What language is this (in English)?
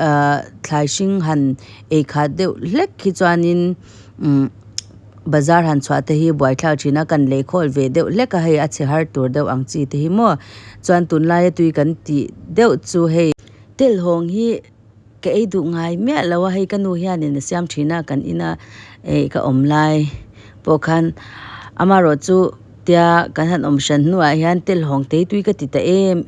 Mizo